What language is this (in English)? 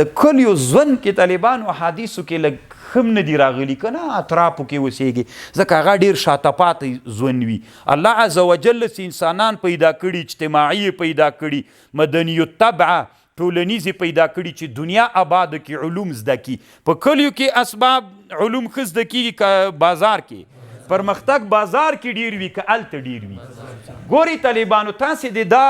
Pashto